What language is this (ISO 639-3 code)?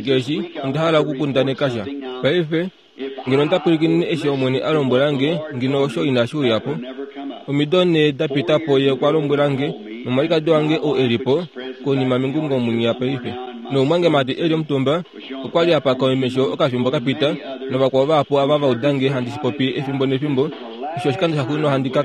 kua